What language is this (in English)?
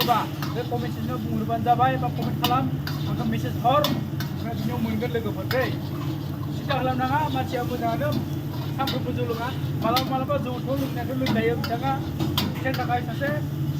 Bodo